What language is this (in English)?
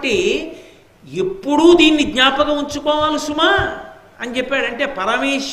Telugu